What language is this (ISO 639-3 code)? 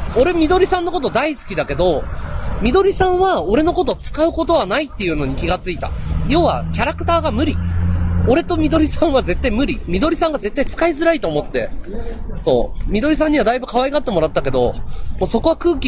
jpn